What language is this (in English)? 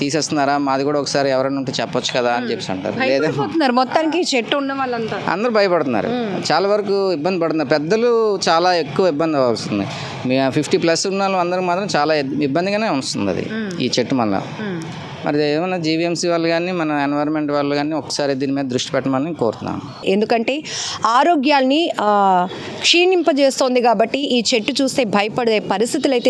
Telugu